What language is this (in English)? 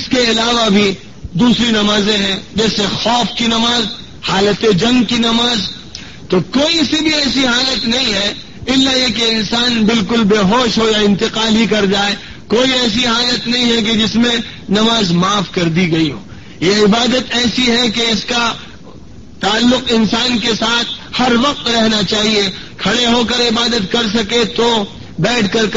Urdu